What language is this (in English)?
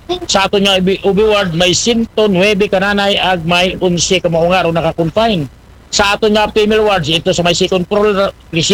Aklanon